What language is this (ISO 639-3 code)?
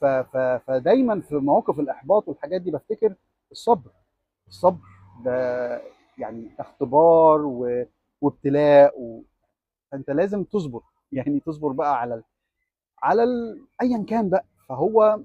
arz